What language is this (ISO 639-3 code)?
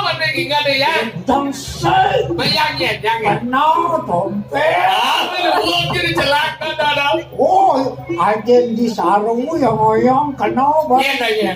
ban